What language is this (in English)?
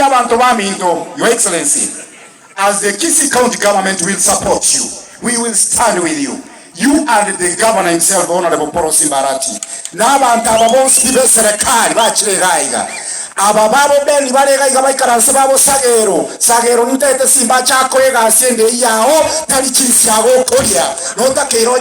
Gusii